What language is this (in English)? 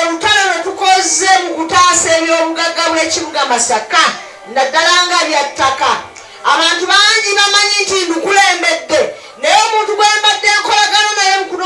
Ganda